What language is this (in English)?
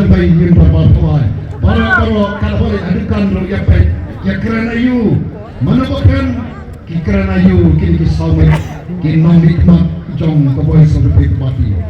Khasi